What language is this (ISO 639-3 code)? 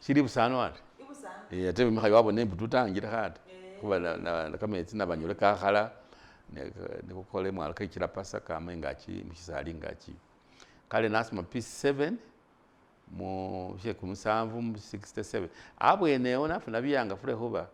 myx